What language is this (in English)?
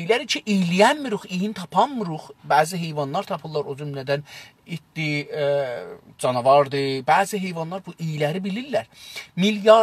South Azerbaijani